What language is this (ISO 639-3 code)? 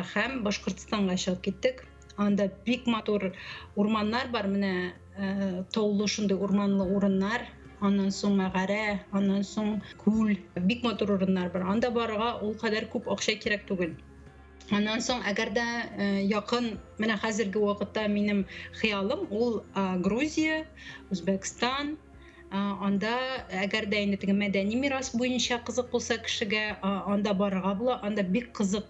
tat